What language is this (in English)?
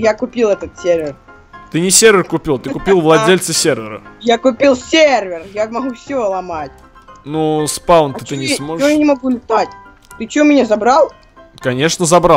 Russian